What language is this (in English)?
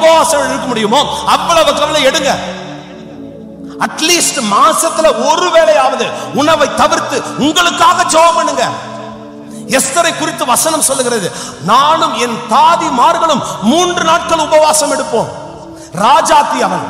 Tamil